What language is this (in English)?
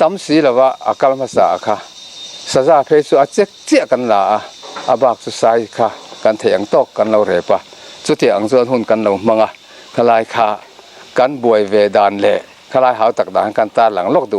Mizo